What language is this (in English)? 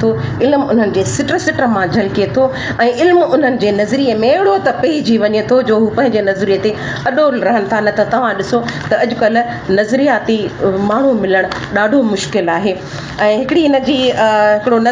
Sindhi